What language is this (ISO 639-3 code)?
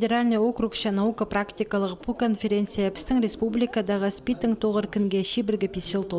kjh